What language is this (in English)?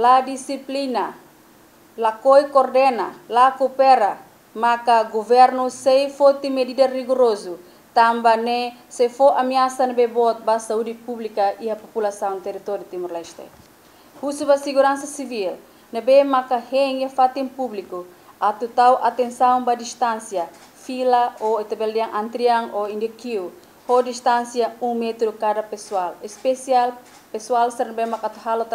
Tetum